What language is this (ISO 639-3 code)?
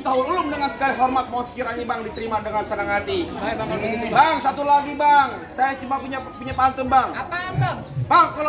bew